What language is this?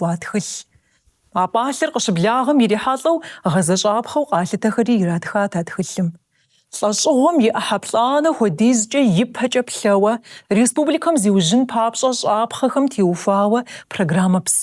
Kabardian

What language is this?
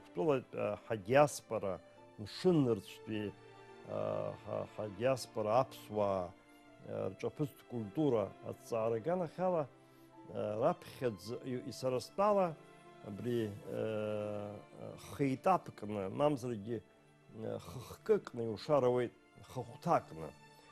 Abkhazian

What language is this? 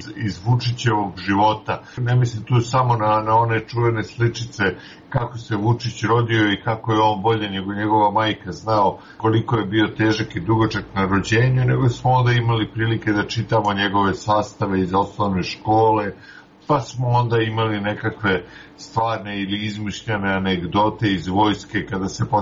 Serbian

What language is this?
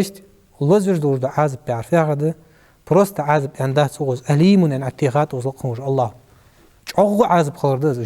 Ingush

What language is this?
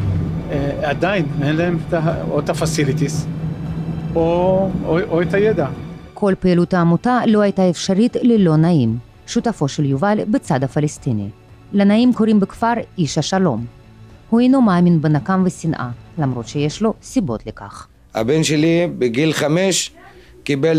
Hebrew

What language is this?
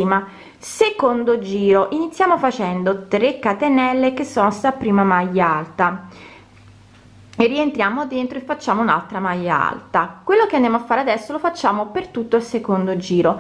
Italian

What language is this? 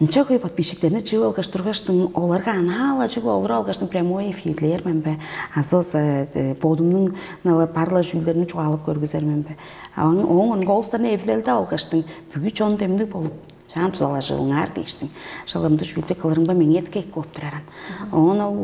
Tuvinian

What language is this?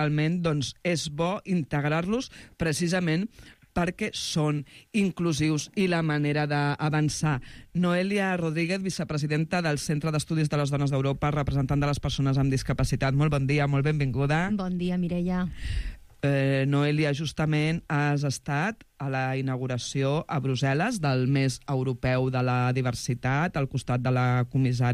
Catalan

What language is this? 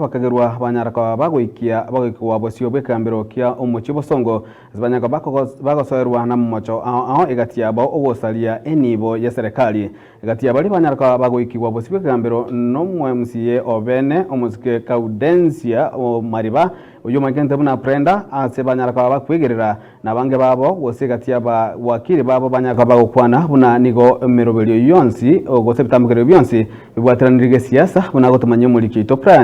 Gusii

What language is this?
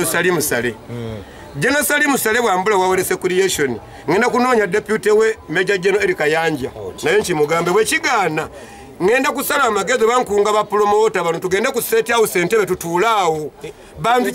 Ganda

